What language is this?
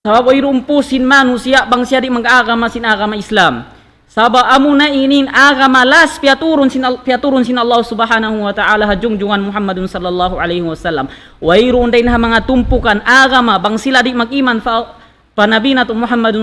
Tausug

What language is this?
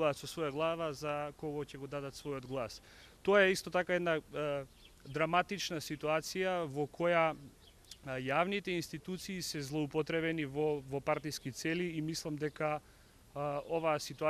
Macedonian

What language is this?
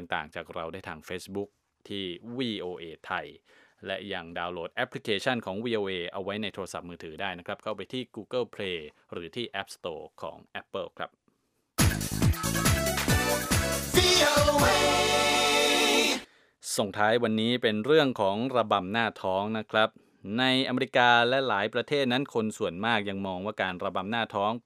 Thai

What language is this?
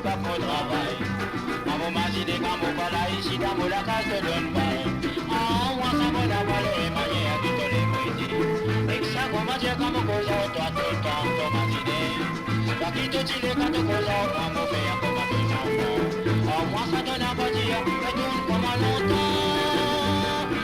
Morisyen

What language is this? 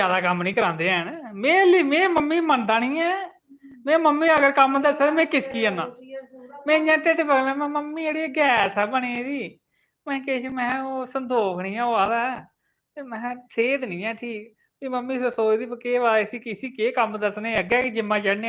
Dogri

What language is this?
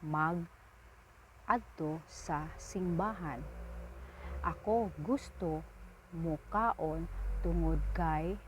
Cebuano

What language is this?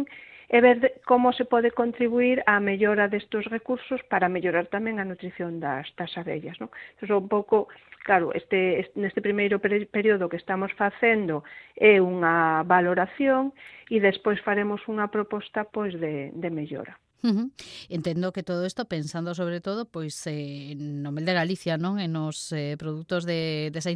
Galician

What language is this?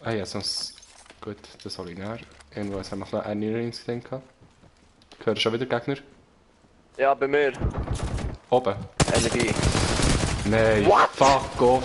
Swiss German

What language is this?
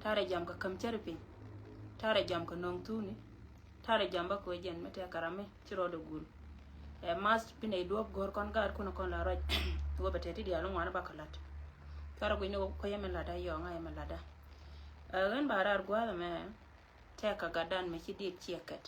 Nuer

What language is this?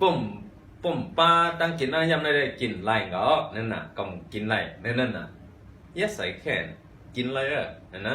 Shan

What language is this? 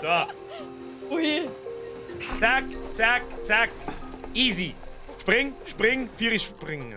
Bavarian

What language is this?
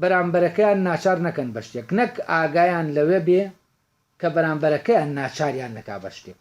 Central Kurdish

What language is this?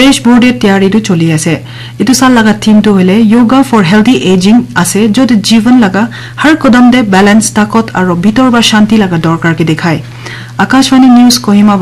Naga Pidgin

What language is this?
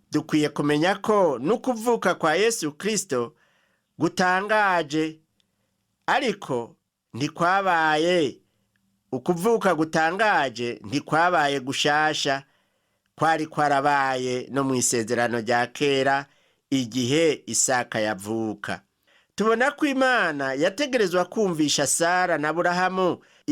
Rundi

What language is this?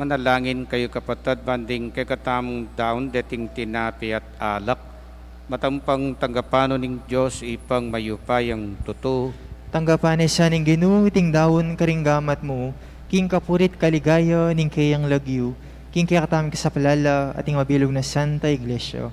Pampanga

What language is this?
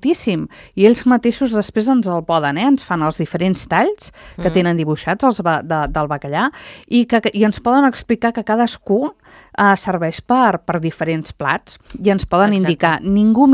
Catalan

